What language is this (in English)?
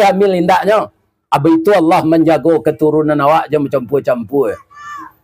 Minangkabau